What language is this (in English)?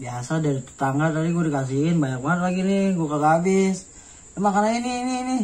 Betawi